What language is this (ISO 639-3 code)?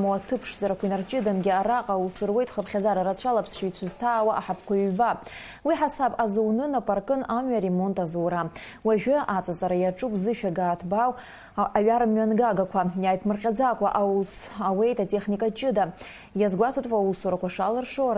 abk